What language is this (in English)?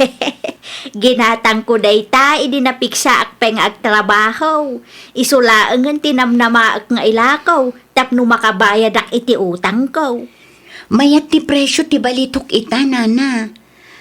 Iloko